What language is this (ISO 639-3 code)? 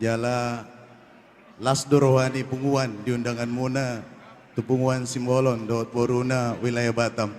bbc